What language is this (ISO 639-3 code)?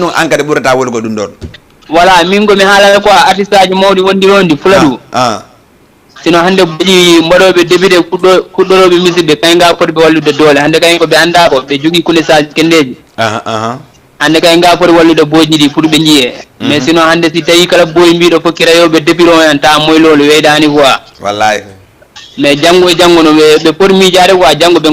ful